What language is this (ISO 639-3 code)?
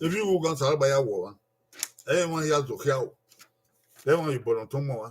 bin